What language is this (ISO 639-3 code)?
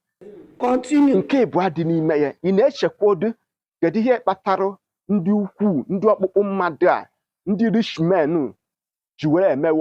ibo